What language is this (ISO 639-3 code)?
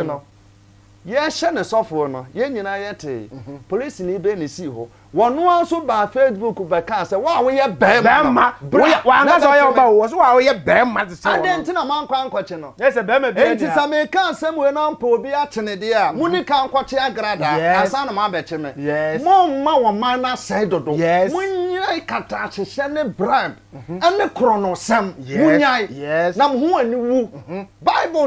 aka